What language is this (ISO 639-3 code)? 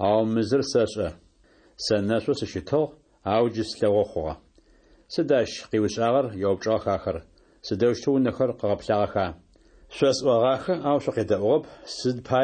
ady